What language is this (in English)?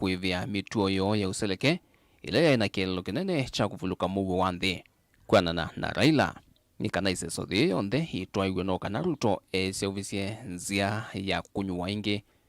Kamba